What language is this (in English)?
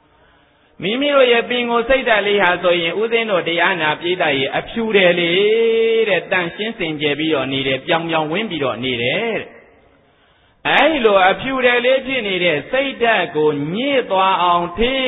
Burmese